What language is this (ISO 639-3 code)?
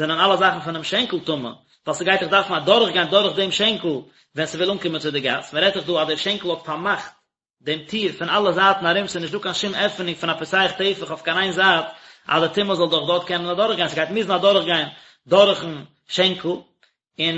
yid